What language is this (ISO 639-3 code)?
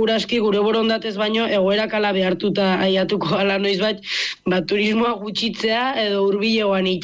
eus